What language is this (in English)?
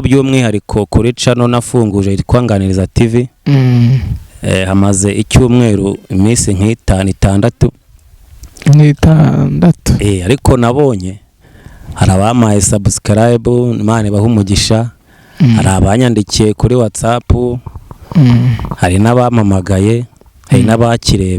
Kinyarwanda